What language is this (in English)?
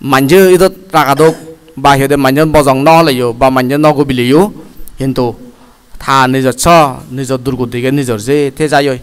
Chakma